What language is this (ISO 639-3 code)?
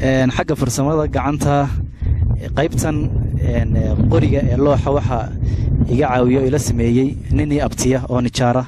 som